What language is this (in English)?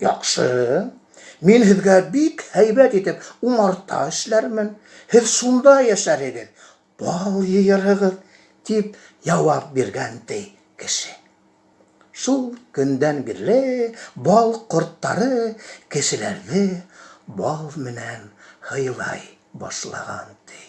Bashkir